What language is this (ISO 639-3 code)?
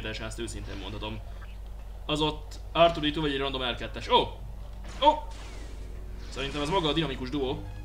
hun